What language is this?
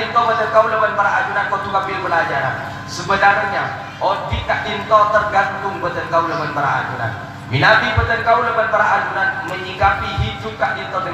Madurese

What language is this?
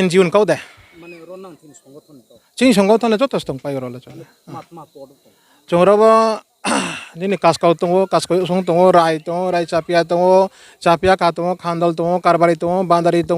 Riang (India)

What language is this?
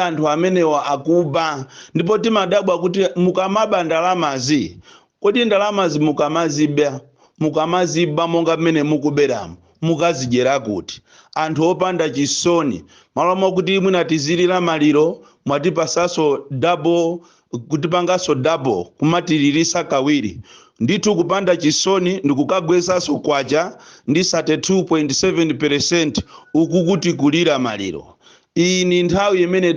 Nyanja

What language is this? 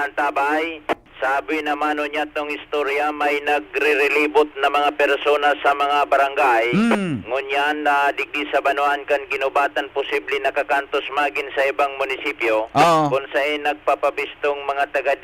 Bikol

